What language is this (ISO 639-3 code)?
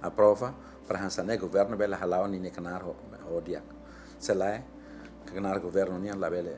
tet